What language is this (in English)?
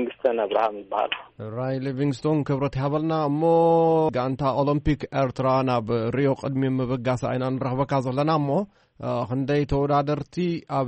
Tigrinya